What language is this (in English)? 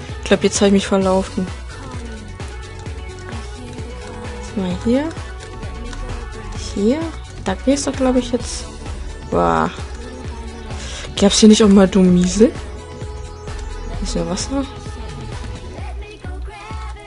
German